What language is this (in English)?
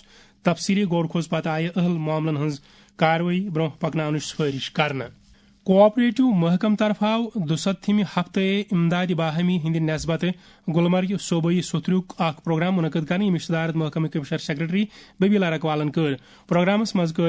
Kashmiri